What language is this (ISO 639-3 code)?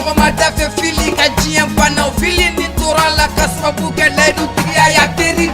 bam